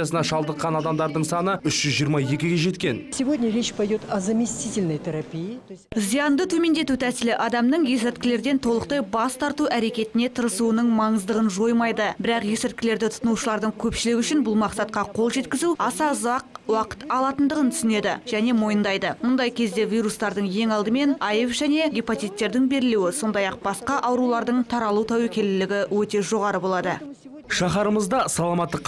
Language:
Kazakh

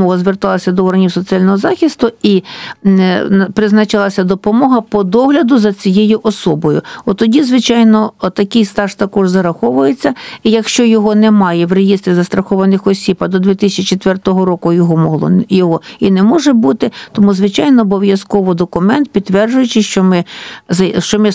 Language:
Ukrainian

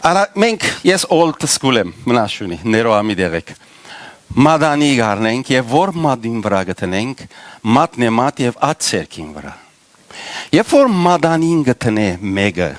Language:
Western Armenian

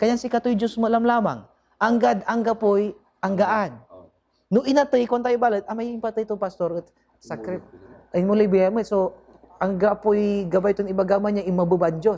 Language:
Pangasinan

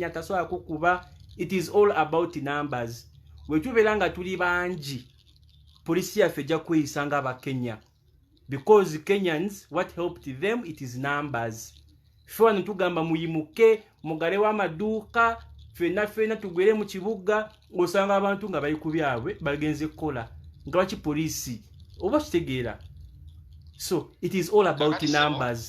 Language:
Ganda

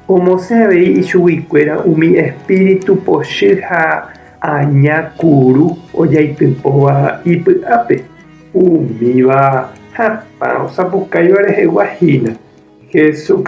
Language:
Guarani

